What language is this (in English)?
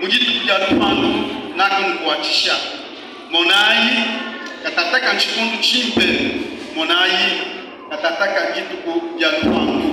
Luba-Lulua